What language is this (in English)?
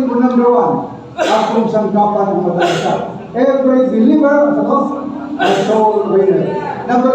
Cebuano